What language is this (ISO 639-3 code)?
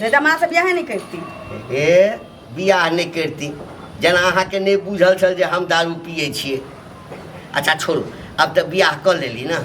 mai